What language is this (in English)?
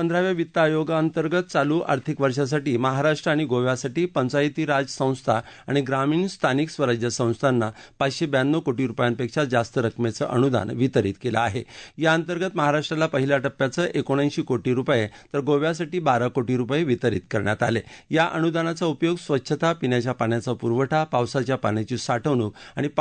Marathi